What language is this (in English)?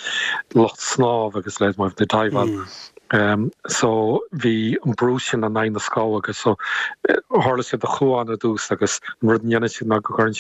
Irish